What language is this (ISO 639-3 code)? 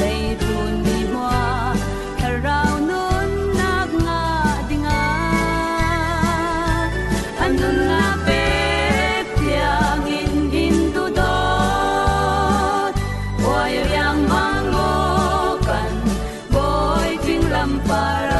cfm